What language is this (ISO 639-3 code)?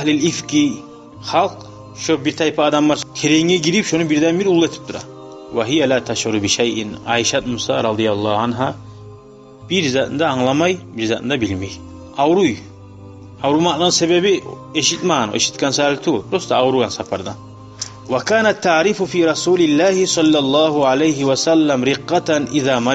kum